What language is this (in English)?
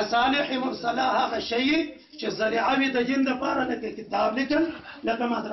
Pashto